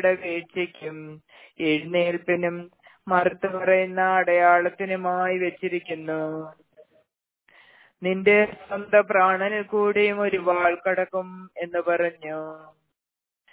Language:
Malayalam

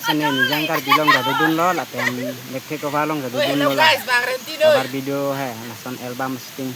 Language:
Karbi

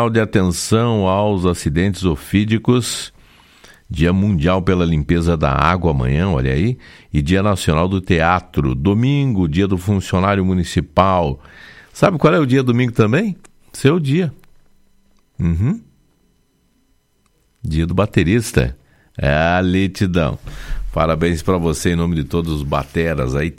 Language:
Portuguese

